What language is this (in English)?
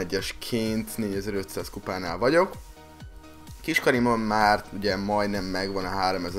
Hungarian